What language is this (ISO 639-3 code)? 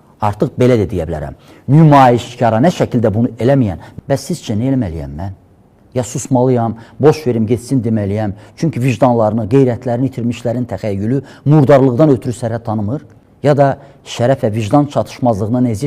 aze